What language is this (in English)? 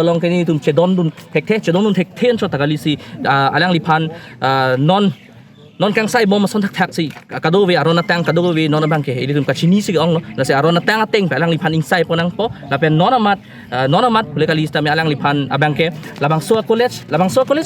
Karbi